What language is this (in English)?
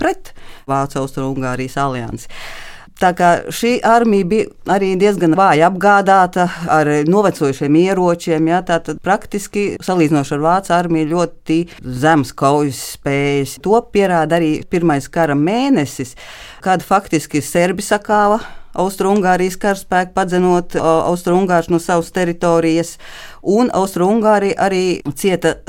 Latvian